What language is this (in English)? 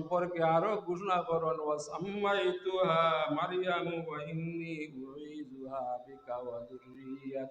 Sylheti